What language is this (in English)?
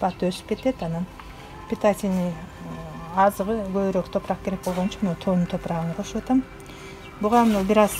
Kyrgyz